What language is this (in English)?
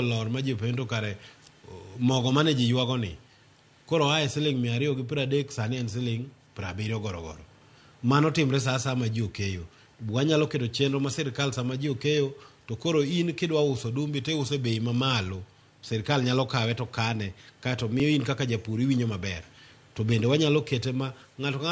Luo (Kenya and Tanzania)